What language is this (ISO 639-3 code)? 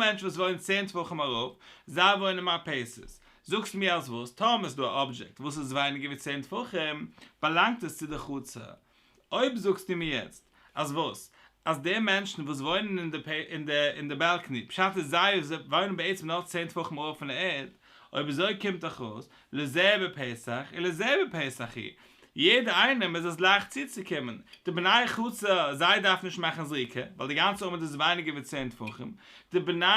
yid